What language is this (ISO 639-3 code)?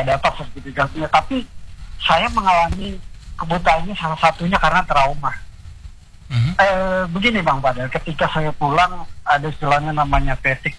ind